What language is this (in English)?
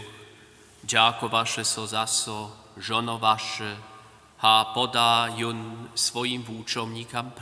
Upper Sorbian